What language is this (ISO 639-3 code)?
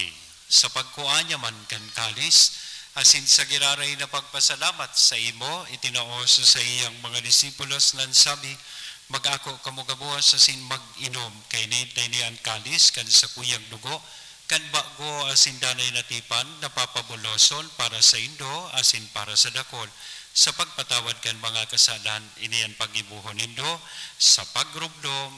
bik